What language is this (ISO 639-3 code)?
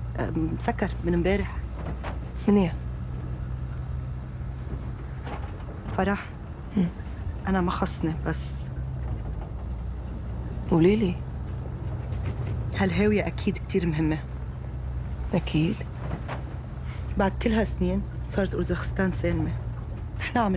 deu